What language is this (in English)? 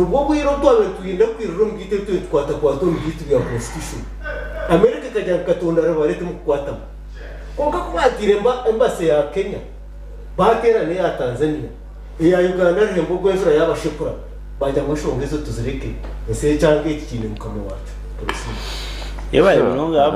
Nyankole